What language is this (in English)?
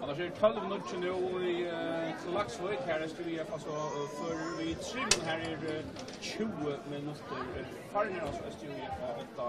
Faroese